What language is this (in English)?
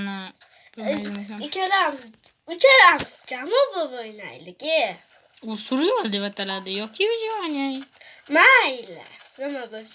Uzbek